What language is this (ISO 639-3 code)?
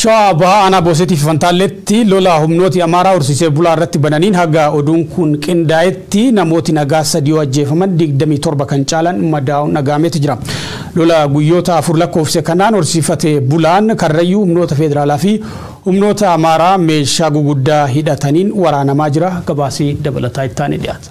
orm